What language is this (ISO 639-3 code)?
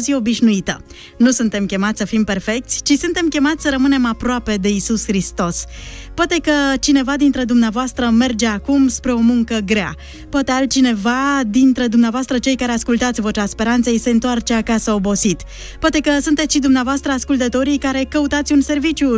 ron